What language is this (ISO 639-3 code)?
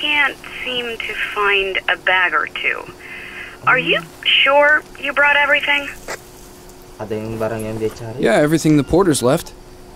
ind